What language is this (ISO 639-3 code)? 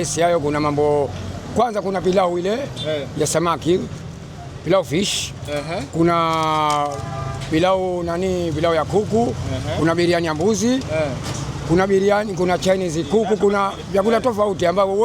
swa